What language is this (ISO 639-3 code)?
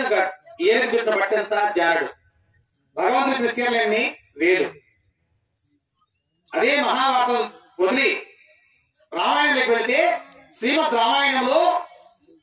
tel